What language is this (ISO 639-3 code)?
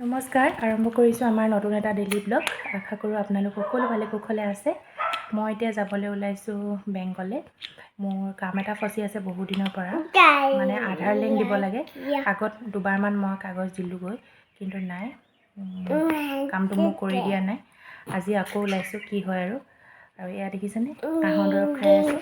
asm